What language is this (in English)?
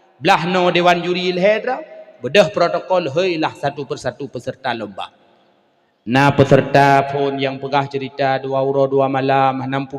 Achinese